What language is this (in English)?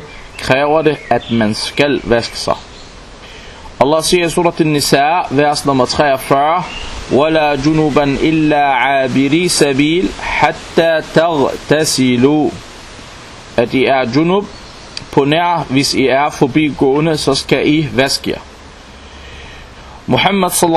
Danish